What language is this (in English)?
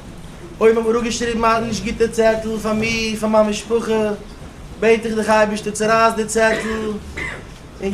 Yiddish